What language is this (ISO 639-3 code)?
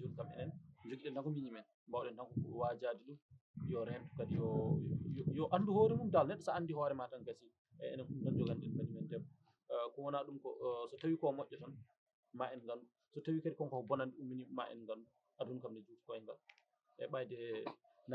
ful